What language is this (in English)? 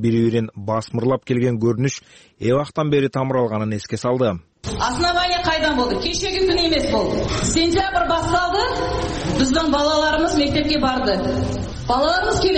Kyrgyz